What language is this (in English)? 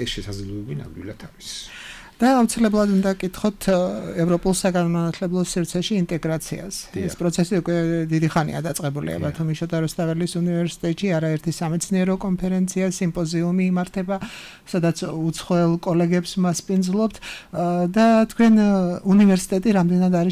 Georgian